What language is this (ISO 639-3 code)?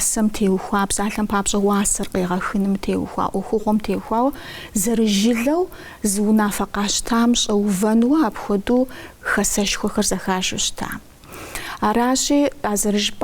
kbd